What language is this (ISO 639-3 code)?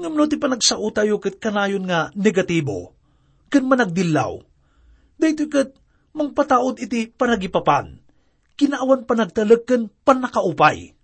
ilo